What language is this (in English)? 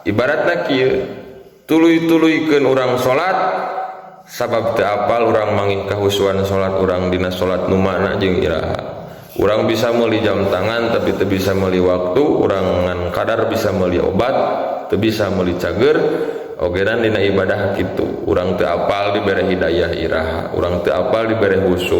Sundanese